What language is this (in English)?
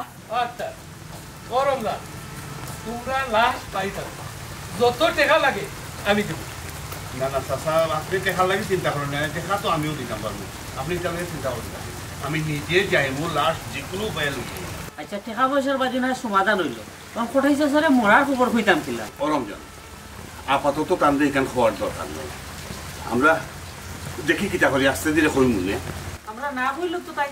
Sylheti